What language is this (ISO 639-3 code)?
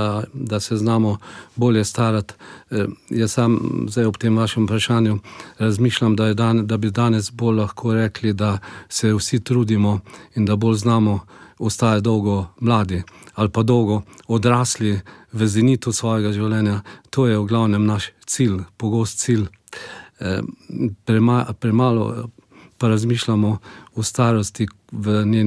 slv